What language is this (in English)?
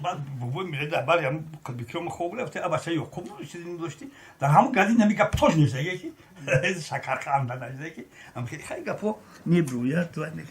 Tajik